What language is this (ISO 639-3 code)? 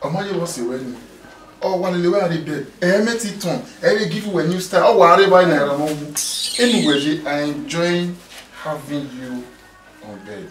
bin